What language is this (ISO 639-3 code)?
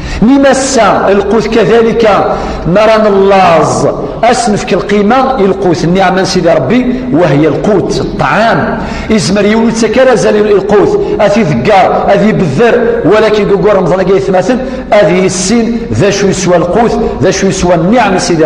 kab